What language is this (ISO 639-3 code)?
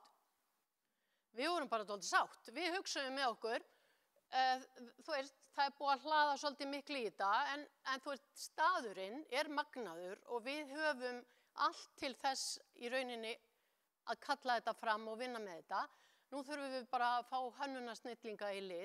isl